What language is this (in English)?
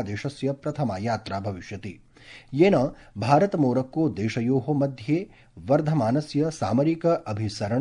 Sanskrit